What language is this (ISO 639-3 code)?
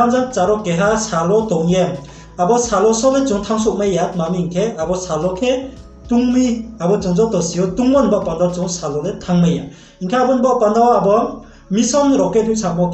ria